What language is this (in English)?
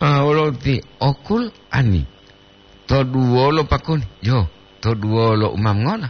Gorontalo